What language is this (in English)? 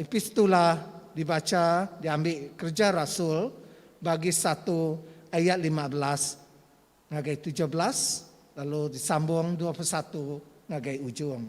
Iban